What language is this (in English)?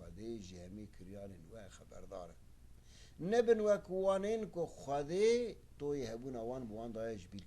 Kurdish